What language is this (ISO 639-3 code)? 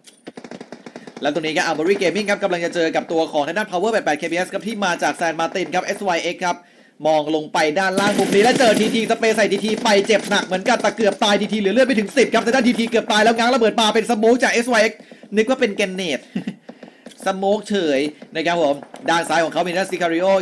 tha